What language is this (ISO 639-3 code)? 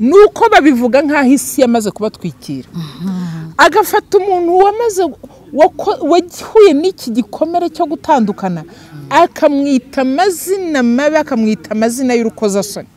kin